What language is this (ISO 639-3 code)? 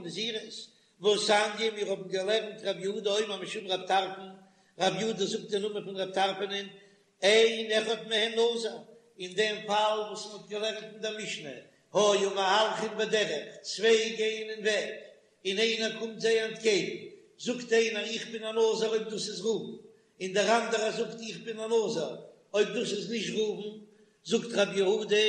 yid